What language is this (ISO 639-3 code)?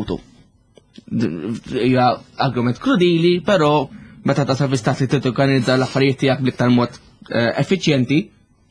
mlt